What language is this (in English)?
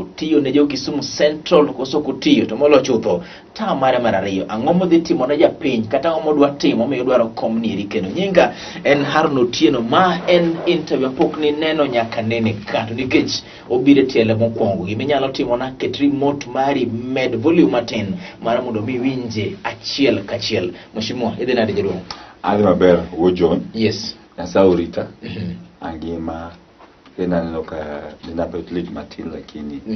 Luo (Kenya and Tanzania)